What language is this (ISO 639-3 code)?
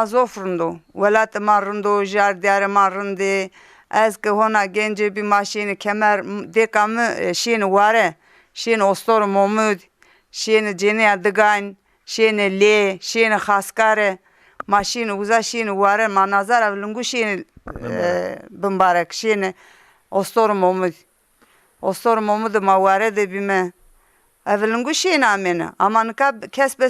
zza